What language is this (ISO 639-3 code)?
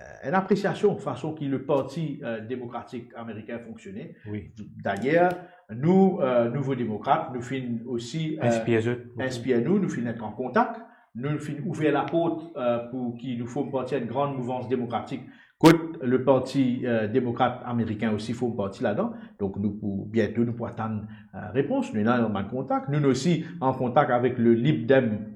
mfe